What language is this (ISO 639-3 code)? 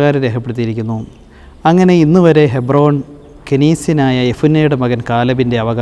mal